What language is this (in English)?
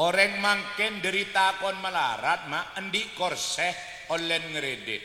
Madurese